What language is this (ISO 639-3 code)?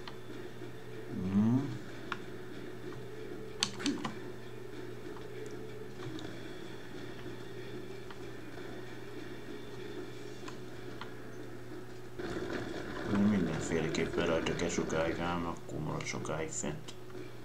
hun